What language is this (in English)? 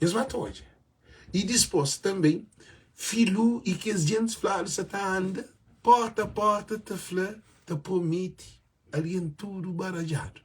Kabuverdianu